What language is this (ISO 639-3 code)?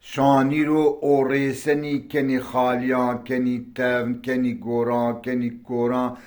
zza